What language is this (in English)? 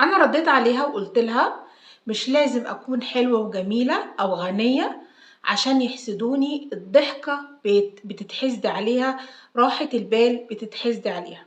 Egyptian Arabic